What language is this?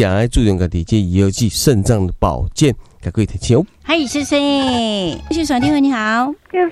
Min Nan Chinese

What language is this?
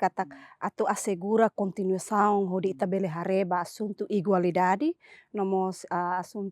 Tetum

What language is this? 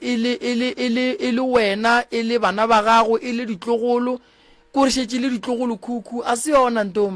Northern Sotho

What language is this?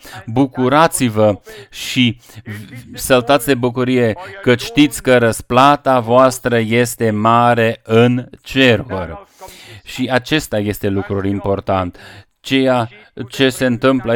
Romanian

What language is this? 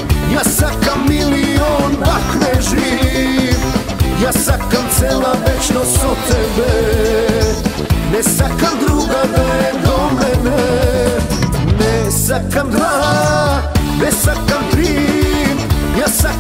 Macedonian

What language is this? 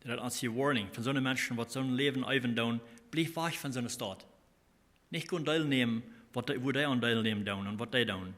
Plautdietsch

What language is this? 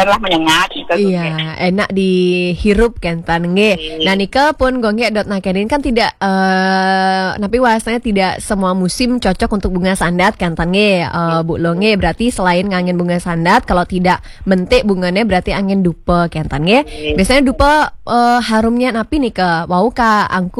Balinese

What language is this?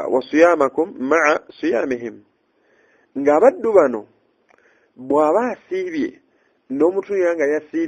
Ganda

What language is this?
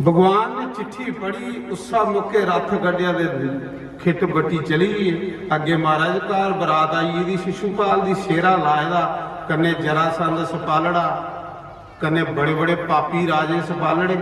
Dogri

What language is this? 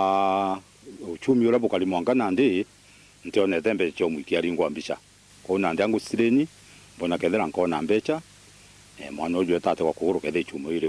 Meru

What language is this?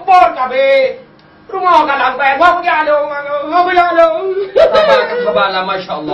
Achinese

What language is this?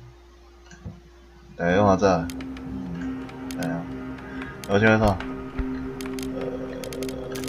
Min Nan Chinese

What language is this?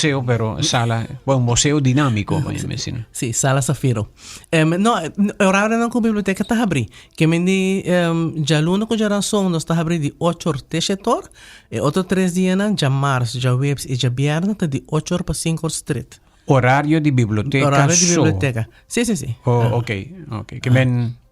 Papiamento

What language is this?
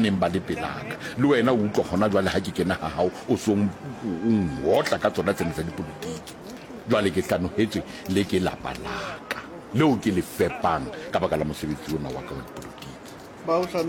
Southern Sotho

